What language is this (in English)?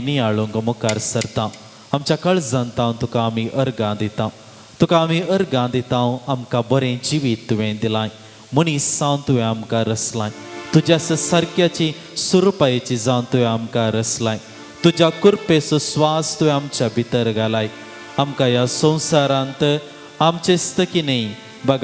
Konkani